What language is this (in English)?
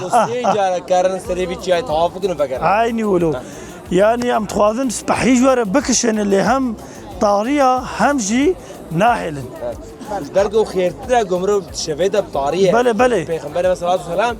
Kurdish